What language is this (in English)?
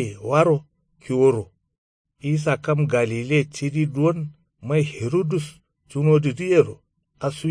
Kanuri